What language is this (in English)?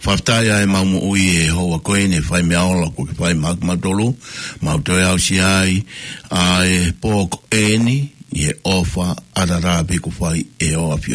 Tongan